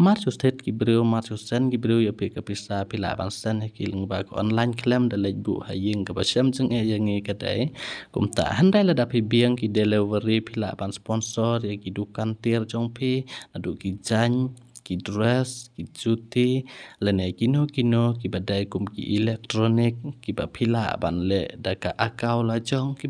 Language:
Khasi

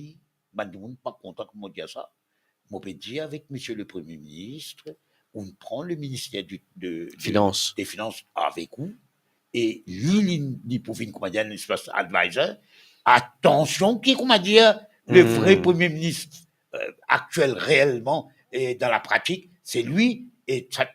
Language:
Morisyen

